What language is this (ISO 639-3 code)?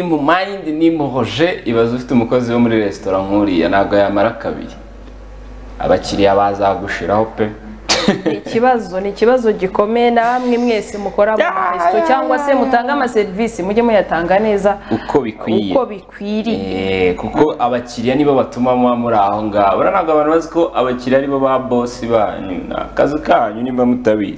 kin